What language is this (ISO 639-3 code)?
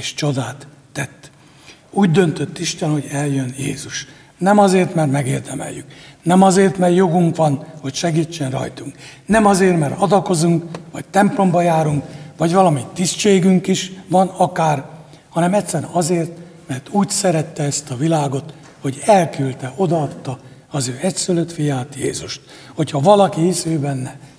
hun